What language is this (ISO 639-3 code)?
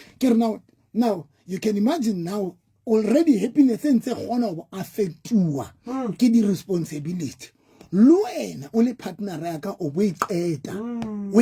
sot